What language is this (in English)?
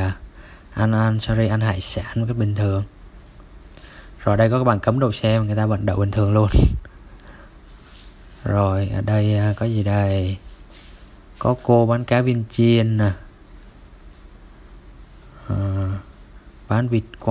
Vietnamese